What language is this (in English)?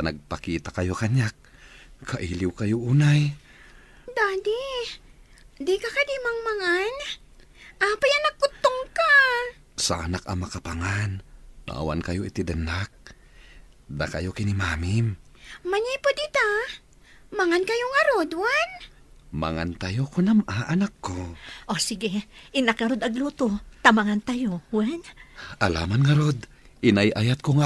Iloko